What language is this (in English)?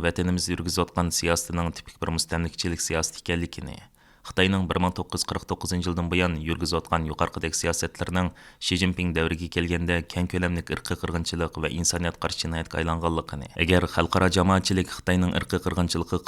Uyghur